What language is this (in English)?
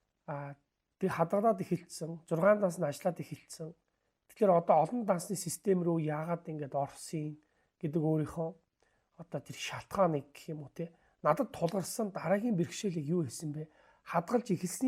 Mongolian